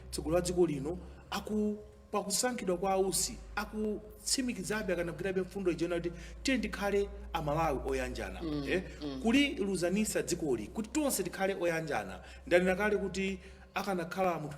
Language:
Nyanja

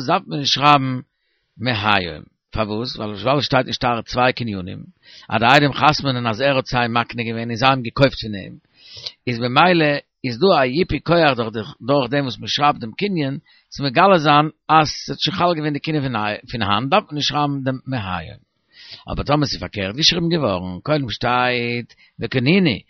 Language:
Yiddish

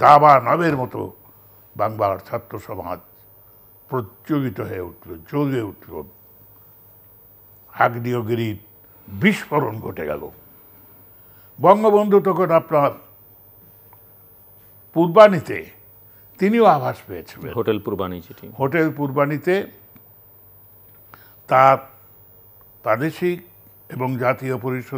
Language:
Bangla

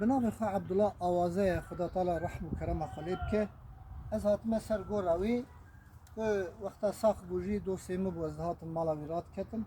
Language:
Kurdish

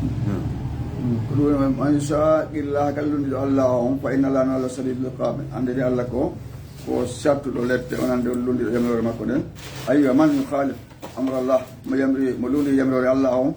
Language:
Fula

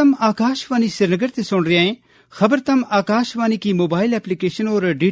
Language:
Gujari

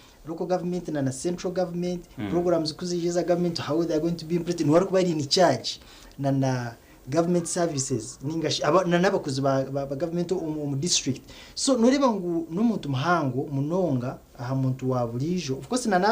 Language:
Nyankole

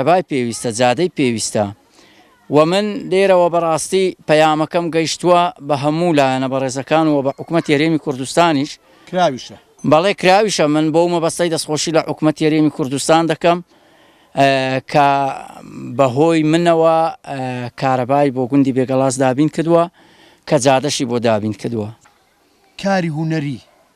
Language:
Central Kurdish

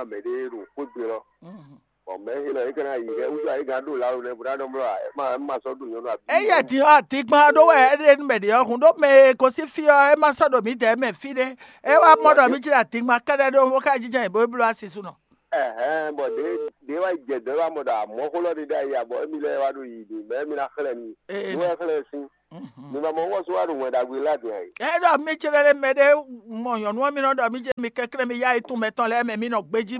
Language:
Fon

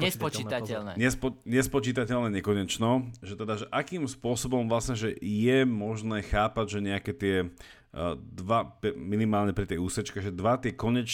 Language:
Slovak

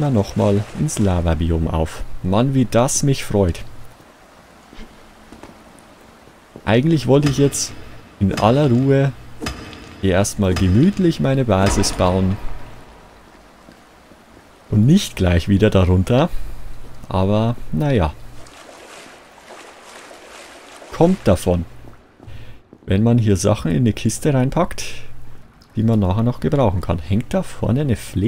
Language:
German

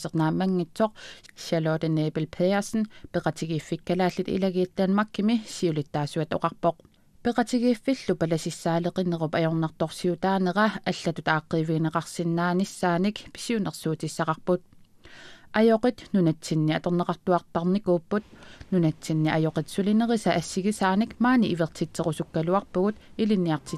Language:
Kalaallisut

